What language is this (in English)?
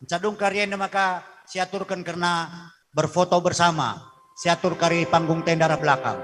Batak Karo